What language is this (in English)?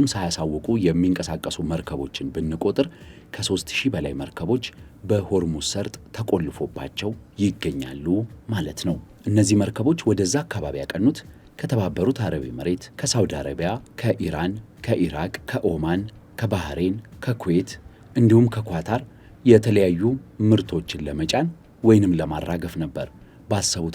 Amharic